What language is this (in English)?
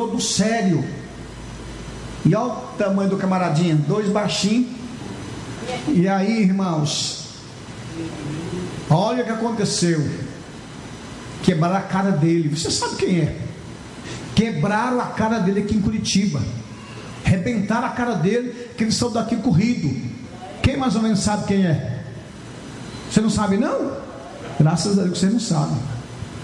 Portuguese